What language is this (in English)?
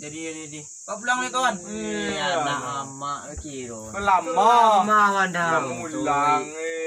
Minangkabau